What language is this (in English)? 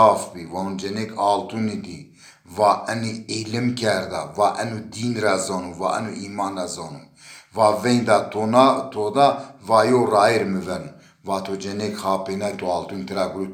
Zaza